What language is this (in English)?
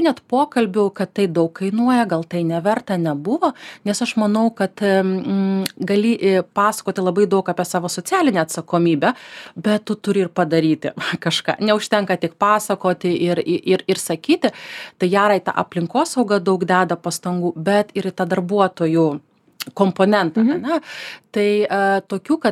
Lithuanian